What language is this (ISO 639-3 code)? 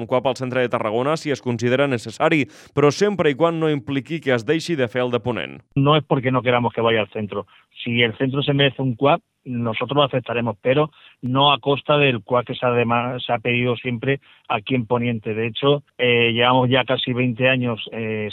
cat